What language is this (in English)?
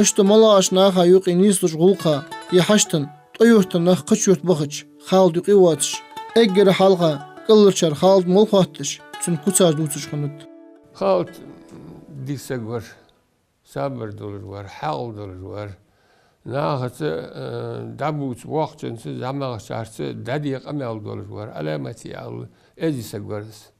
Ingush